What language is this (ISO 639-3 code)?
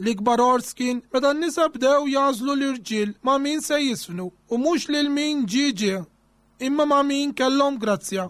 mlt